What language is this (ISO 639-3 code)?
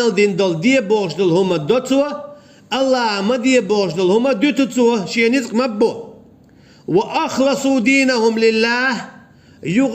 che